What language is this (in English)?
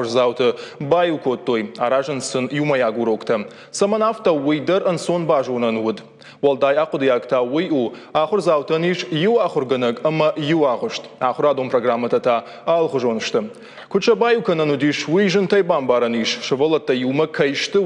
Ossetic